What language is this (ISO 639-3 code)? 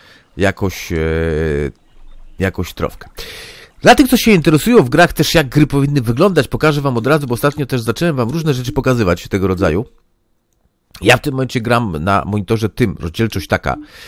pol